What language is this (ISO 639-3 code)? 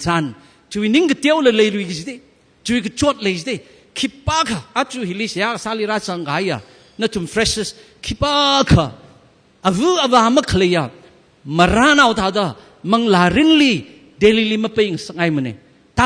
nmf